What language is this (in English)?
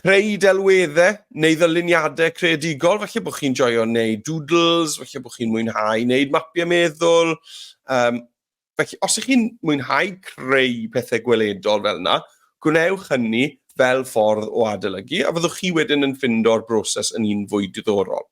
Welsh